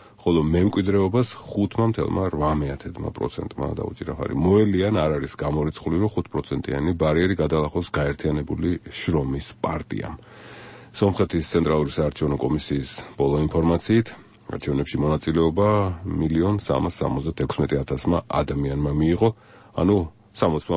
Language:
Georgian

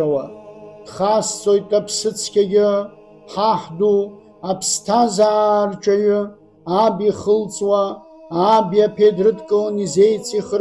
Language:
Abkhazian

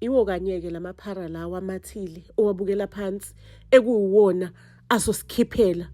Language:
Zulu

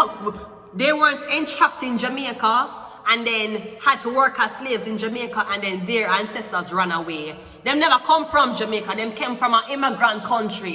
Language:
Jamaican Creole English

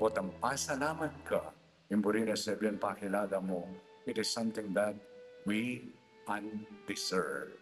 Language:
Pampanga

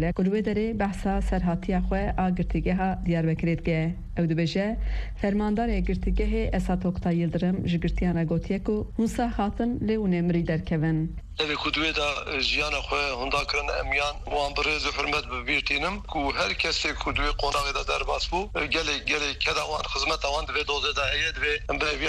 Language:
Kurdish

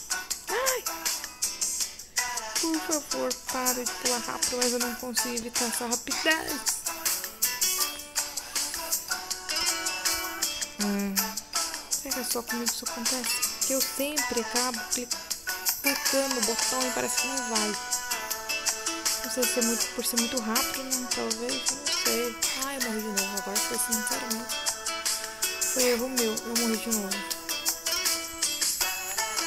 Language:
Portuguese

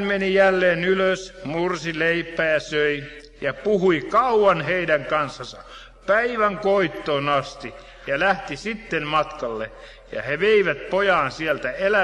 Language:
Finnish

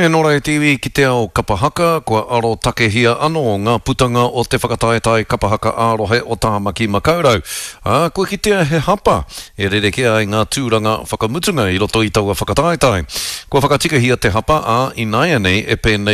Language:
Māori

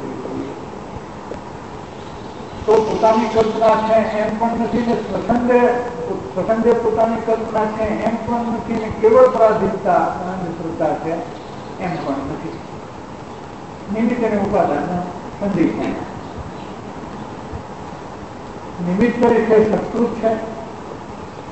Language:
Gujarati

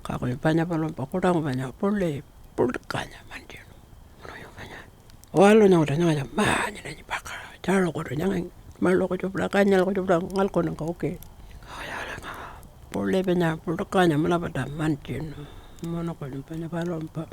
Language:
Pitjantjatjara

